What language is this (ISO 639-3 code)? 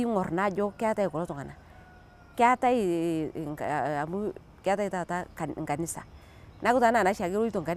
mas